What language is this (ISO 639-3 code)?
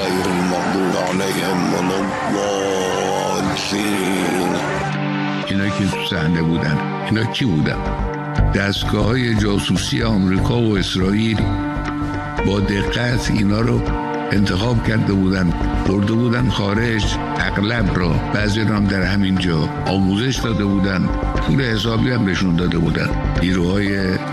fas